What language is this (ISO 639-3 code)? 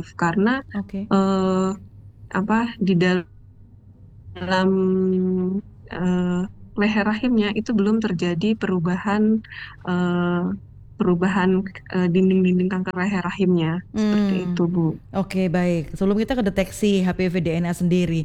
ind